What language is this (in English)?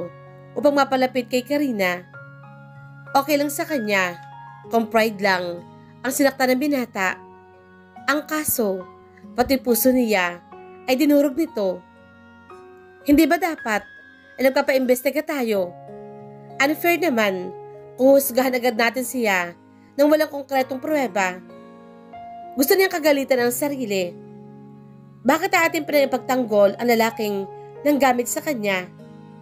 Filipino